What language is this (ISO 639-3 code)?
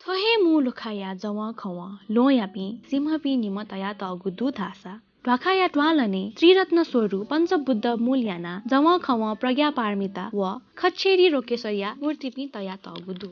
new